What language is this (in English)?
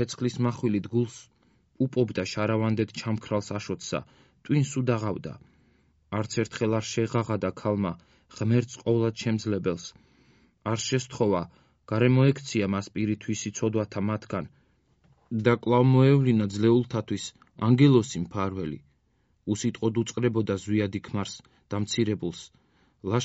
Georgian